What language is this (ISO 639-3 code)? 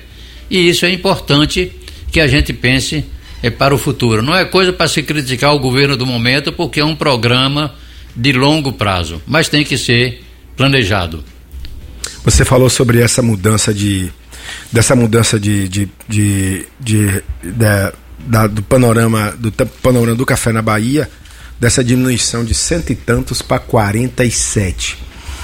por